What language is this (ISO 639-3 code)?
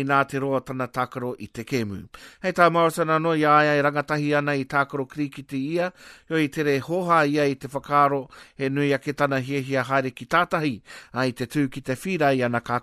mri